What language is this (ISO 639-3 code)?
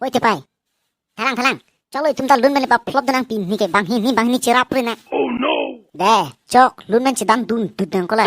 mjw